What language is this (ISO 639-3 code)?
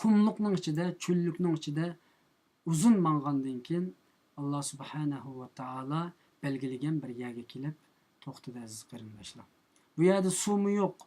uig